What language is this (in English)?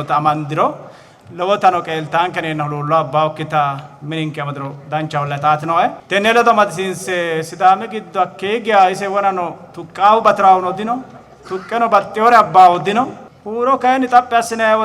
Sidamo